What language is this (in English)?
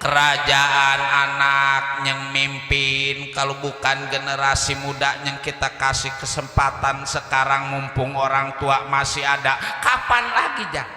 Betawi